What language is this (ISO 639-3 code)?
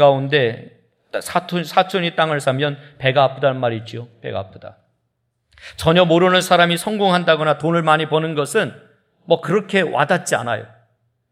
kor